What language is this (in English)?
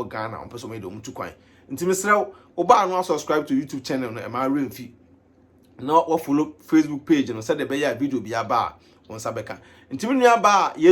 Akan